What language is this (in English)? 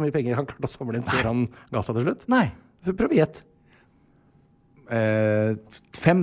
Norwegian